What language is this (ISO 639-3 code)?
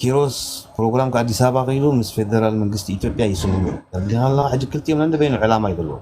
tir